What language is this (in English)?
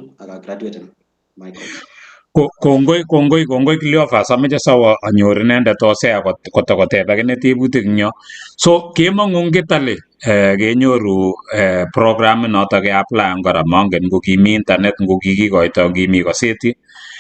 Kalenjin